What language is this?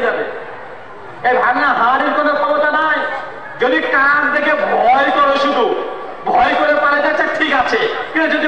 Bangla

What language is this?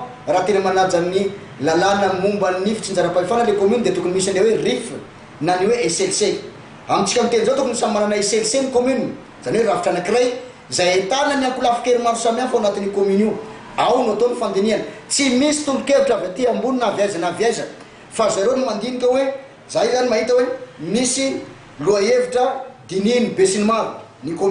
Malagasy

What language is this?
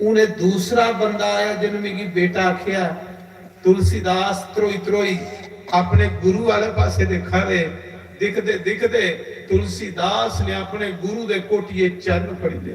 Dogri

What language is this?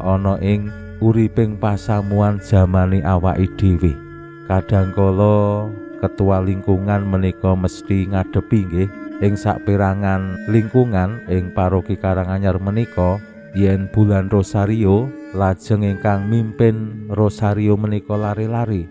Javanese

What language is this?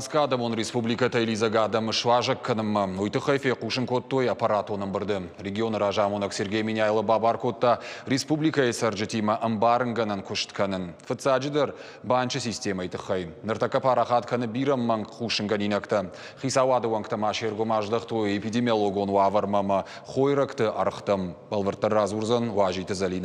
Ossetic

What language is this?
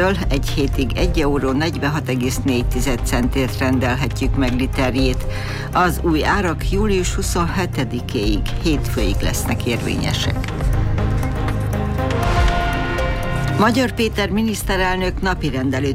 Hungarian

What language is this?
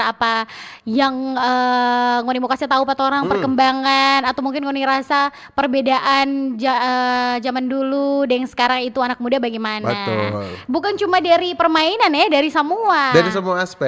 Manado Malay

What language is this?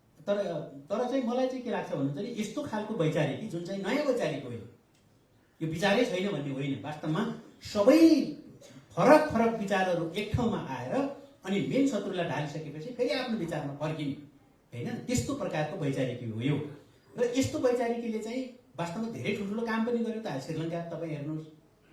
Nepali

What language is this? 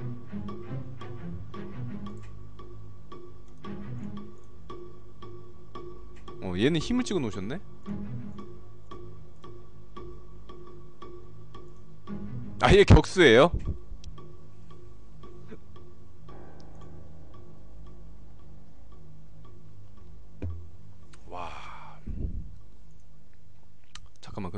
Korean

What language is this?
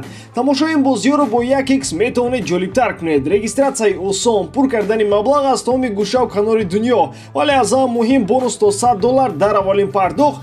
Tajik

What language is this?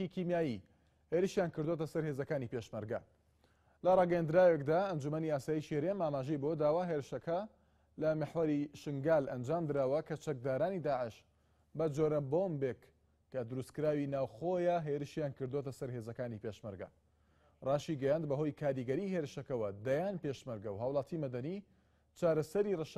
Central Kurdish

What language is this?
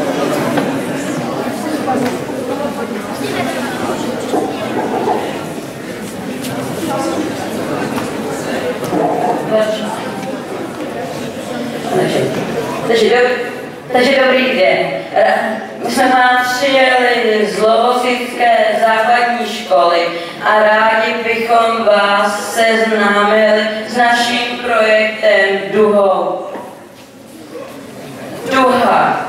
Czech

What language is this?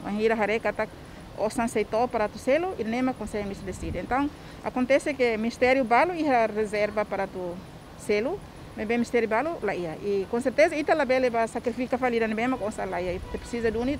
Tetum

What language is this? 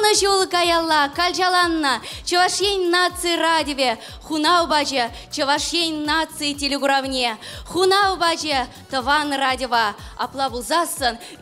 Chuvash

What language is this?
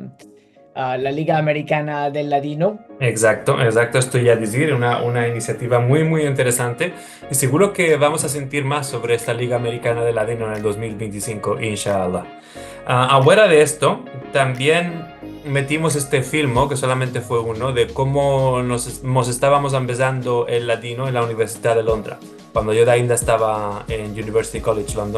Ladino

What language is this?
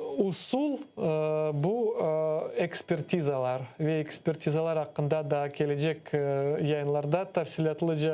Crimean Tatar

